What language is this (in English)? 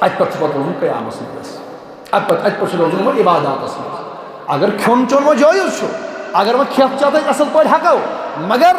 Kashmiri